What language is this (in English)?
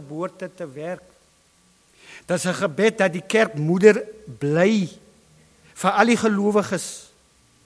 Afrikaans